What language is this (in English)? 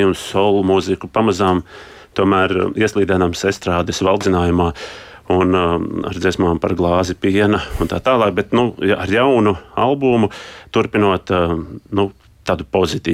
Latvian